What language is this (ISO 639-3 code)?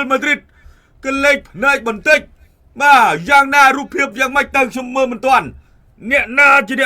khm